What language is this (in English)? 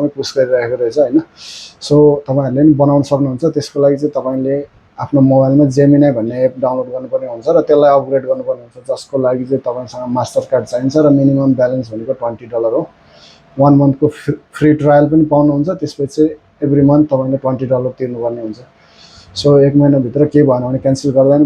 Nepali